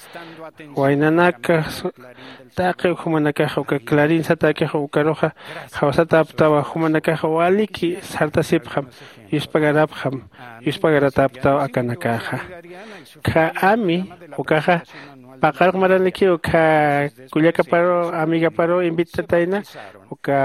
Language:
Aymara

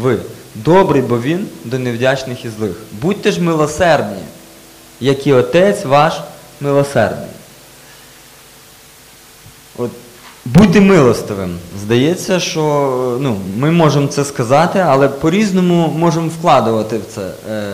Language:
Ukrainian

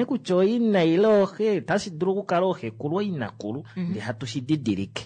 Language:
Kuanyama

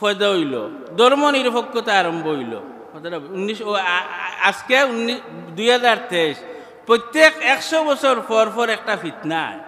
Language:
Sylheti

